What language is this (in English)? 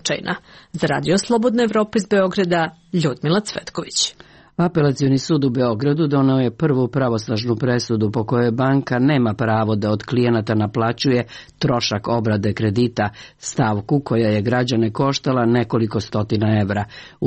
Serbian